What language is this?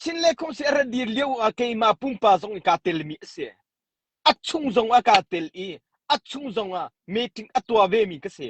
Hakha Chin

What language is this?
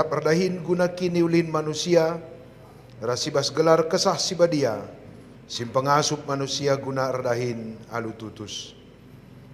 Batak Karo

